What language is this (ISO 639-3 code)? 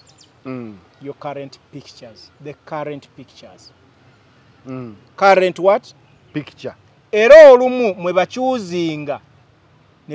lug